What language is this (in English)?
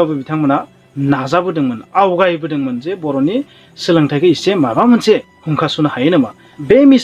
Bodo